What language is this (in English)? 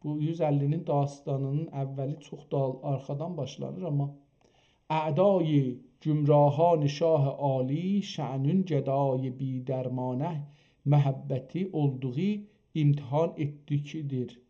South Azerbaijani